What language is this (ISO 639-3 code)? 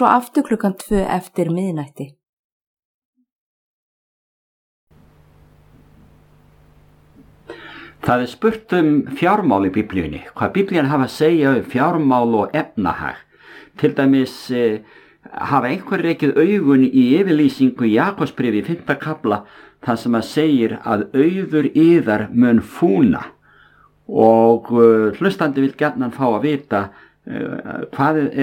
isl